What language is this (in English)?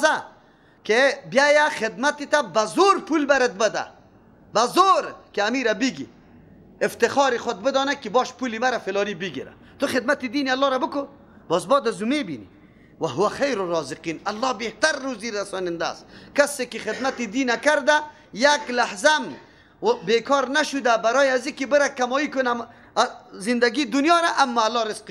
Persian